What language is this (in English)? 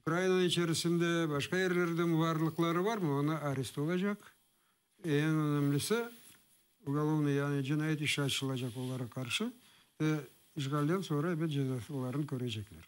Crimean Tatar